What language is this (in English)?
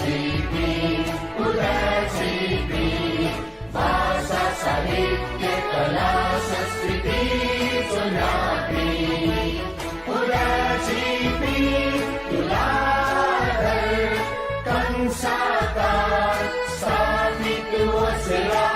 Newari